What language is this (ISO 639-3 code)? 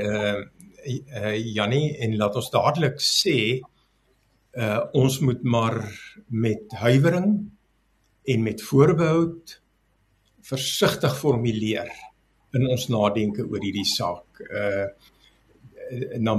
afr